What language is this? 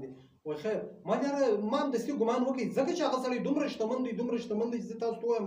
Pashto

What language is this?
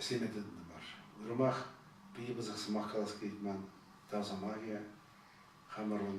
Chuvash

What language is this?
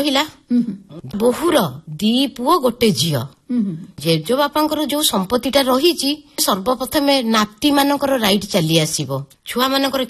Odia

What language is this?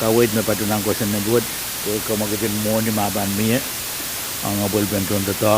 Pohnpeian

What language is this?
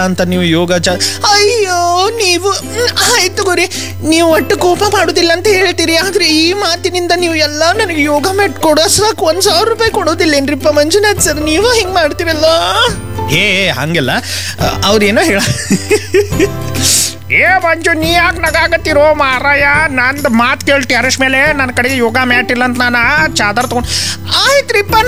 Kannada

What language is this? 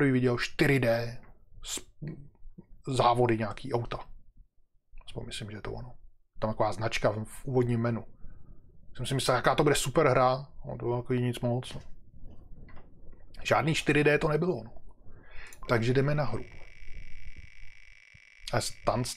Czech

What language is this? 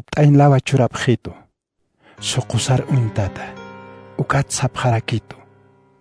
Aymara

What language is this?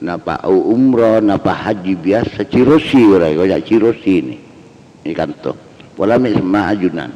Madurese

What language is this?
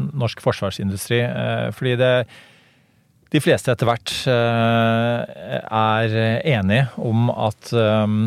Norwegian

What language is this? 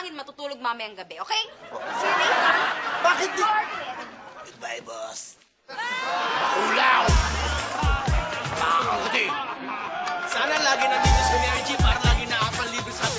Filipino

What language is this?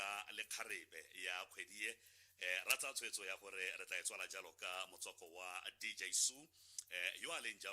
Tswana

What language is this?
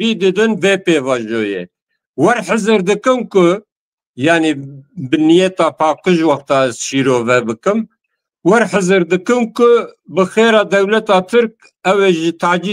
Kurdish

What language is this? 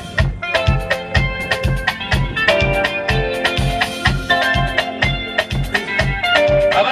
Kinyarwanda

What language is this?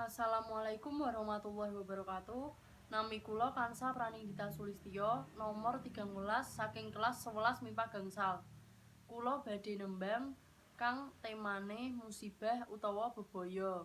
Javanese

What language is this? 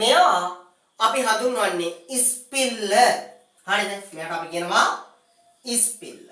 Sinhala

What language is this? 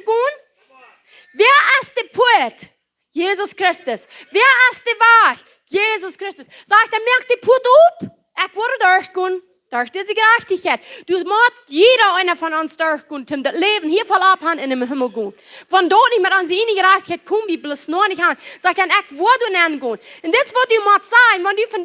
Plautdietsch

